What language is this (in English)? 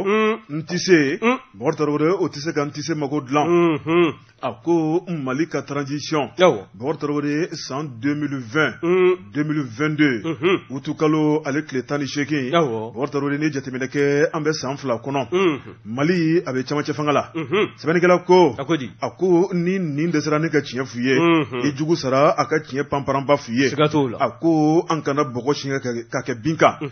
Bambara